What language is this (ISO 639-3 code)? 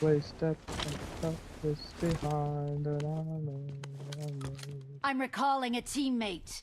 kaa